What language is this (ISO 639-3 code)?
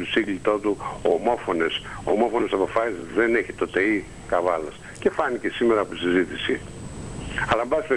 ell